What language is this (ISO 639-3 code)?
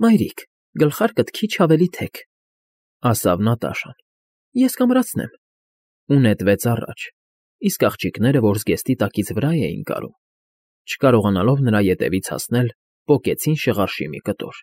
hye